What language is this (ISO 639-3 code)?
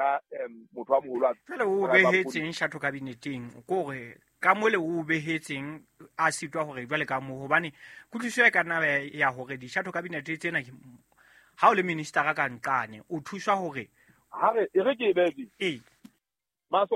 sot